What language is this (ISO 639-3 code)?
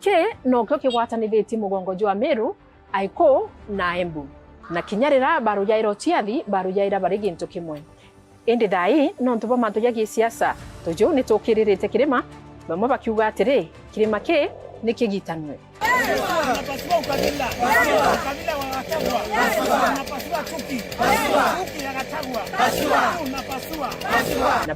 mer